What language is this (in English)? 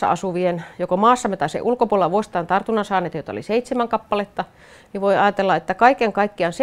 Finnish